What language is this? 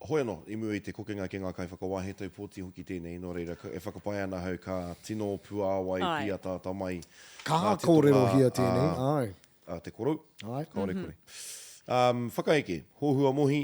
Māori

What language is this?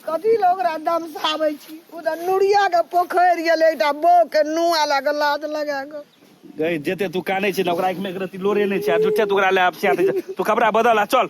Maithili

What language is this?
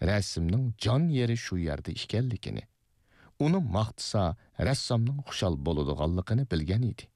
Uyghur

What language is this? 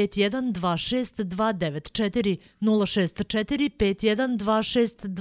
Serbian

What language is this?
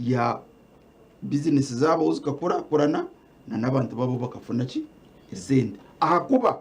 Nyankole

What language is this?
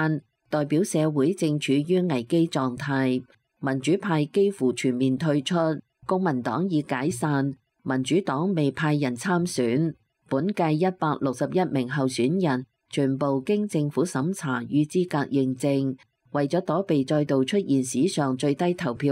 Cantonese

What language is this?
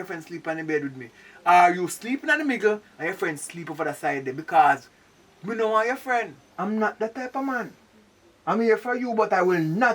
Jamaican Creole English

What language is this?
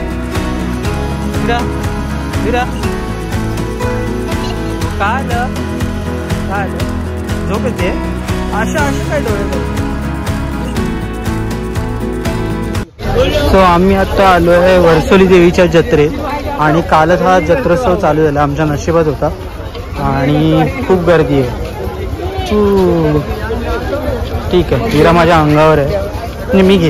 Marathi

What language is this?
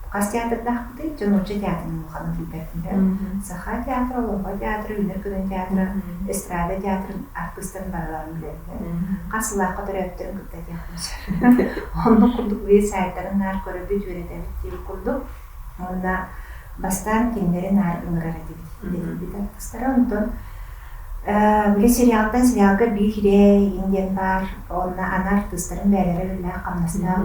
Yakut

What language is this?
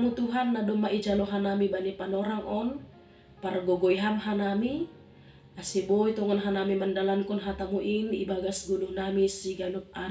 Batak Simalungun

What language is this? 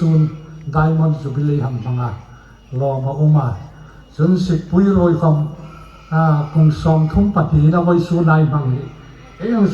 Hmar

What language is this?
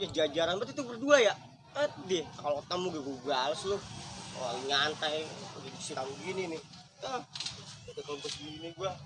Betawi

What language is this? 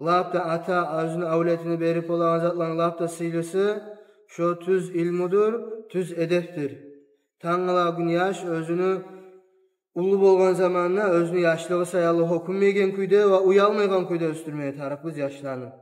Kumyk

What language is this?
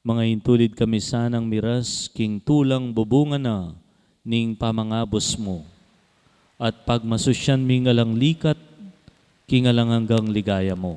Pampanga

